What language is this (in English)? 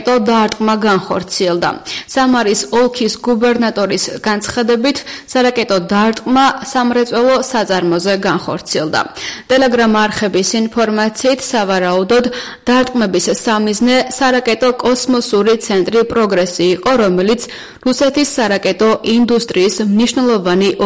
Georgian